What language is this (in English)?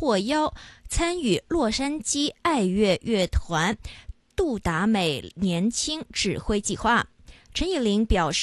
Chinese